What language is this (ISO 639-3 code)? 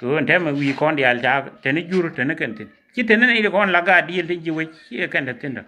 nus